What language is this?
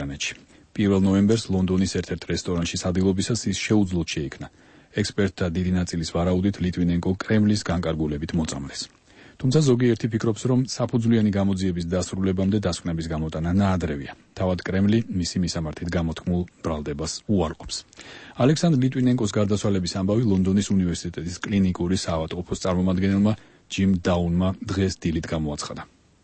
Georgian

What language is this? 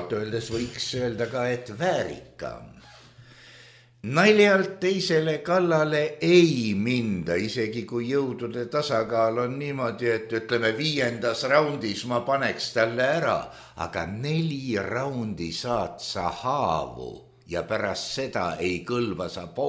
Estonian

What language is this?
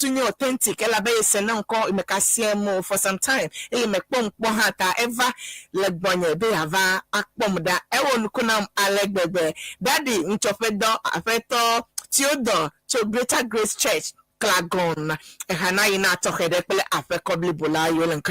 Ewe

